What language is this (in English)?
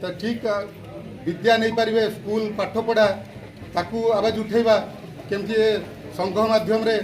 Odia